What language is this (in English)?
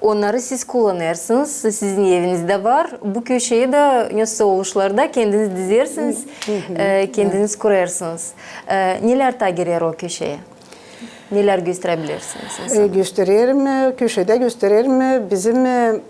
Gagauz